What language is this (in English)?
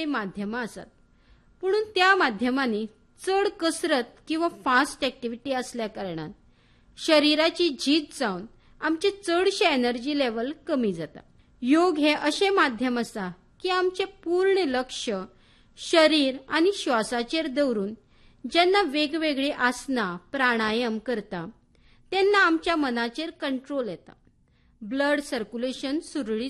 Konkani